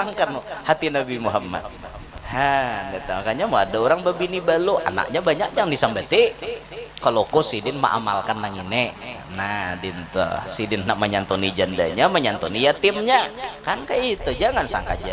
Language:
Banjar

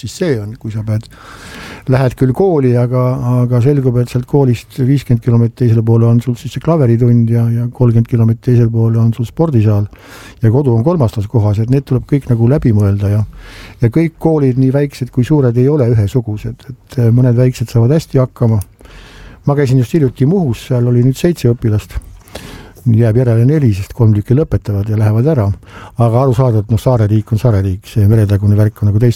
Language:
Estonian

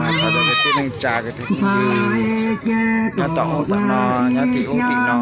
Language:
Hmong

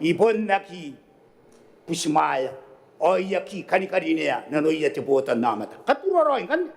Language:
Gilbertese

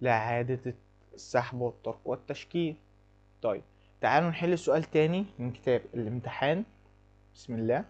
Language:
Egyptian Arabic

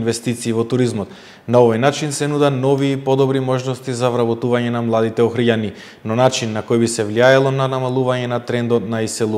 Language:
Macedonian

